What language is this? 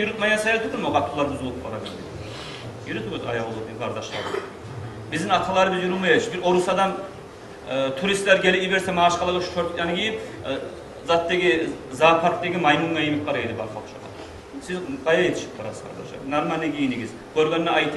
Kumyk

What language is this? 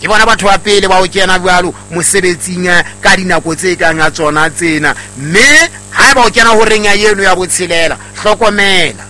Southern Sotho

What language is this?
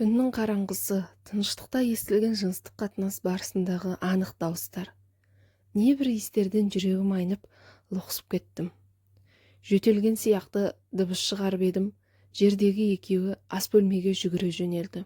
Kazakh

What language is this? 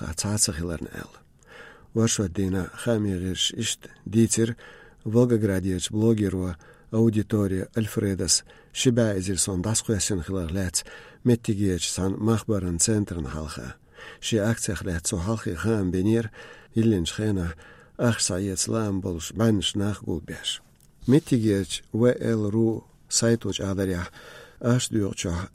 Chechen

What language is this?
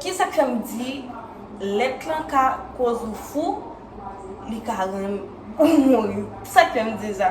Haitian Creole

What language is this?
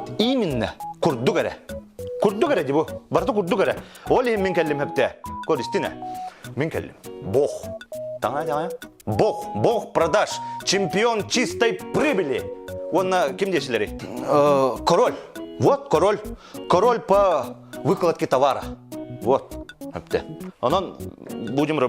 Yakut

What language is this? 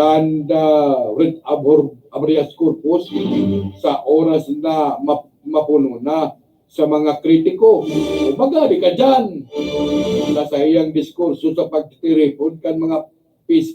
Bikol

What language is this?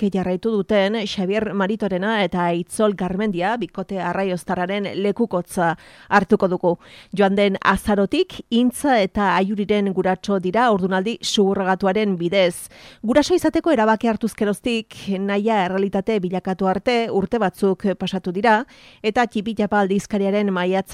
Basque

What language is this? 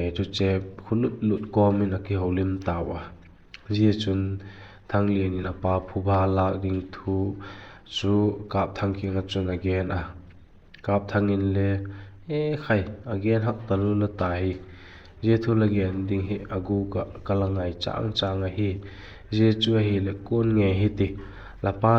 Vaiphei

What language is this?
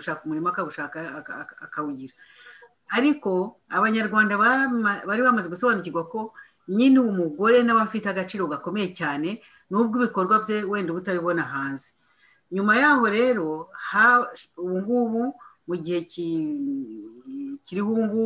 Kinyarwanda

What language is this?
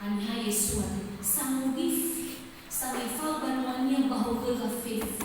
Nias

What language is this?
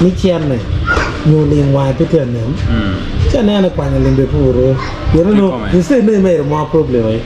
Acoli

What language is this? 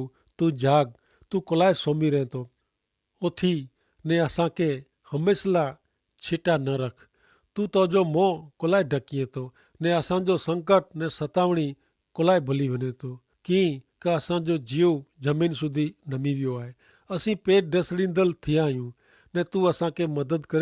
Kachhi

